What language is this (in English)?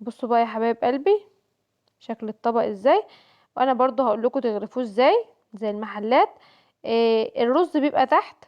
Egyptian Arabic